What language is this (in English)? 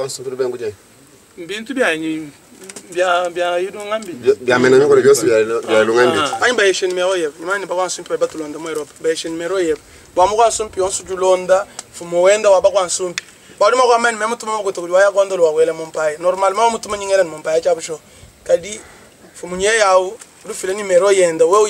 Luba-Lulua